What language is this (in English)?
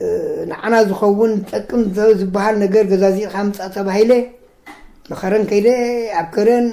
Tigrinya